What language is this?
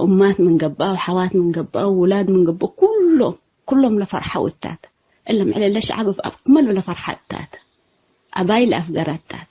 Tigre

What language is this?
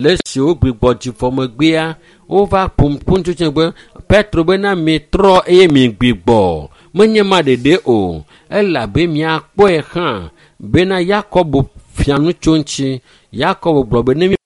Ewe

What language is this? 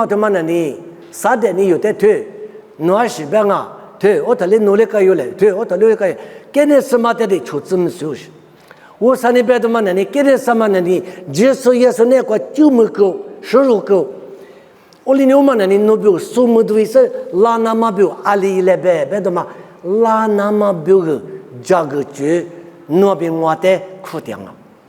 Lisu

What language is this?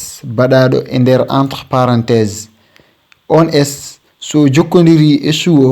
Fula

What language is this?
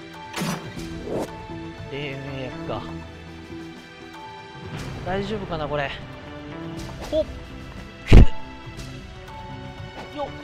Japanese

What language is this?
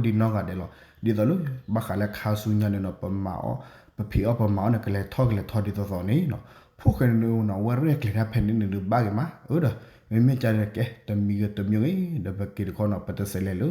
S'gaw Karen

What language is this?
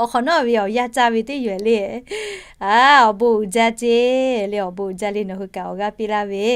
Lahu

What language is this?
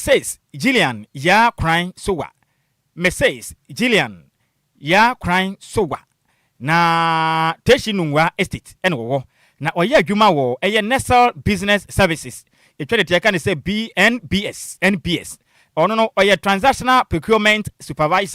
Akan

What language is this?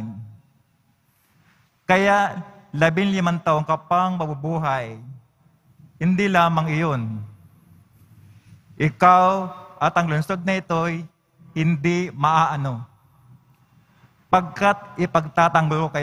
Filipino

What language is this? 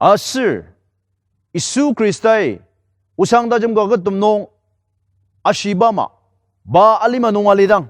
Ao Naga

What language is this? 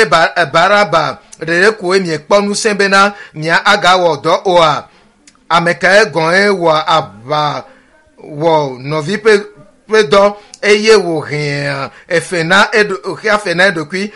Ewe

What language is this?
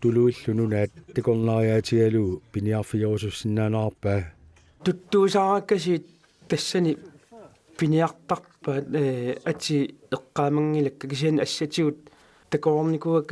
Kalaallisut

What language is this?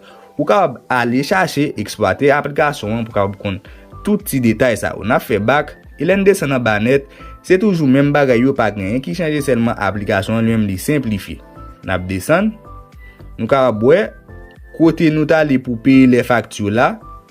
Haitian Creole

